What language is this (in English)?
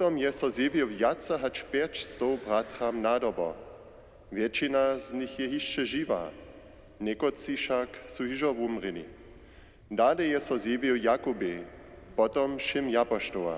Upper Sorbian